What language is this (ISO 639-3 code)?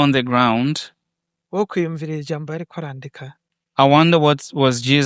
run